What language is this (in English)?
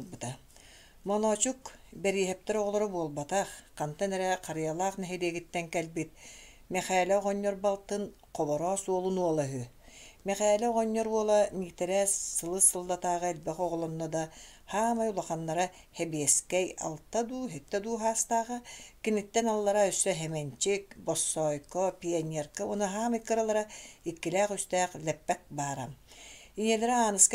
Yakut